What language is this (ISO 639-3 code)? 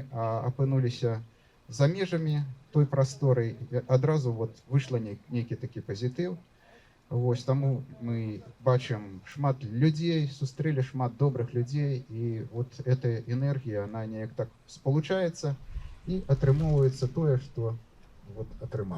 bel